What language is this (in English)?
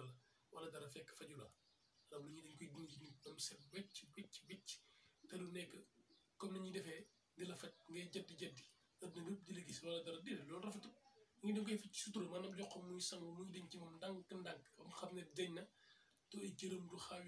Wolof